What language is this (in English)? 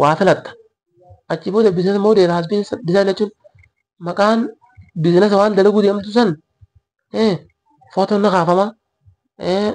Oromo